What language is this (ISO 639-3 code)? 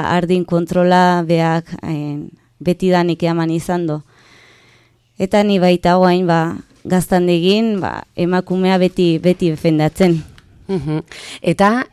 eus